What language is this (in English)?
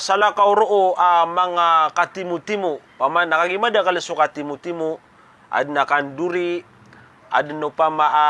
Maranao